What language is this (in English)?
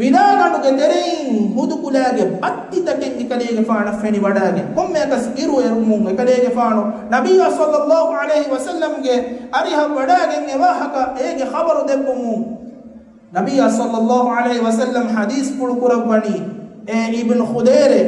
Divehi